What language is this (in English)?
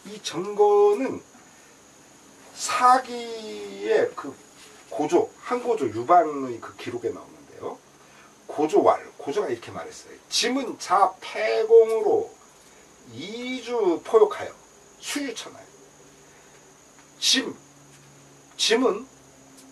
Korean